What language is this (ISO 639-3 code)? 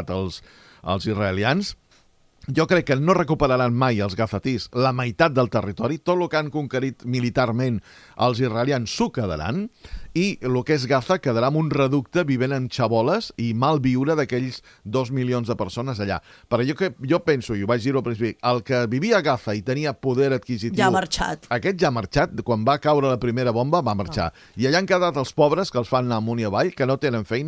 cat